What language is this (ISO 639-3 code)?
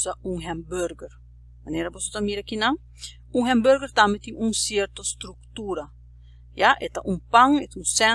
pap